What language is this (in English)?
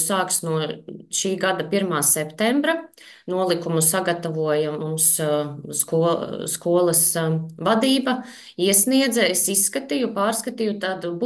Latvian